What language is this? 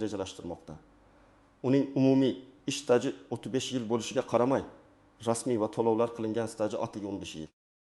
Uzbek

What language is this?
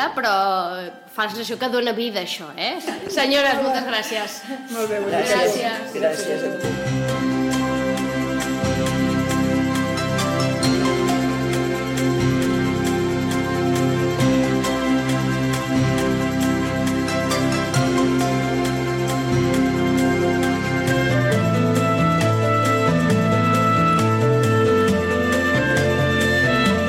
Catalan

